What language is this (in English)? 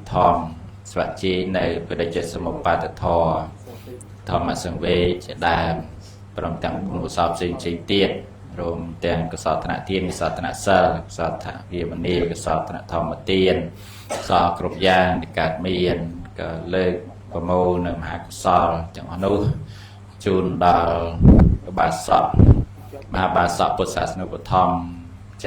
Khmer